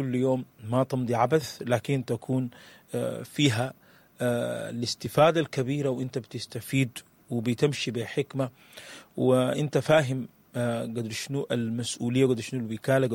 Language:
Sudanese Arabic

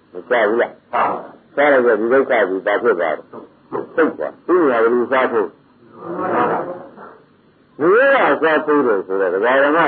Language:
Burmese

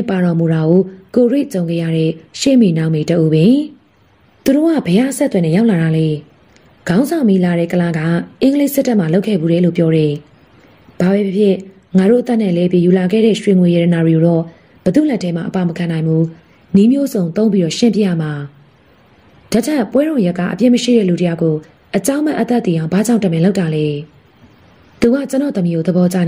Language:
Burmese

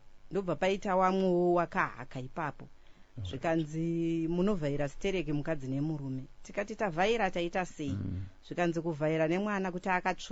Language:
Shona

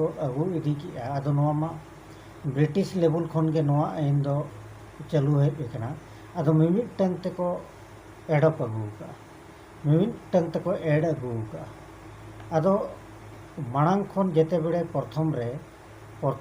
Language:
Santali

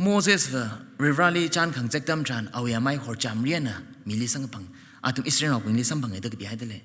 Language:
Tangkhul Naga (India)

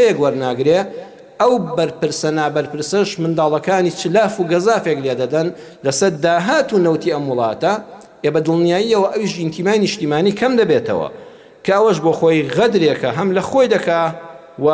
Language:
Central Kurdish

